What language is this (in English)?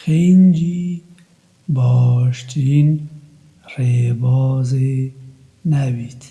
Kurdish